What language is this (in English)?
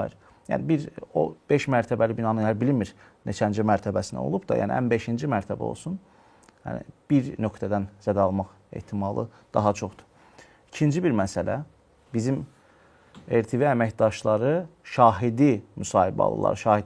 Azerbaijani